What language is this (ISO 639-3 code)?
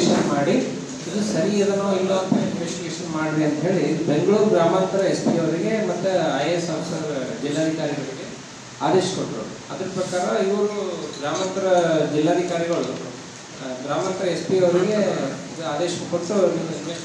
kan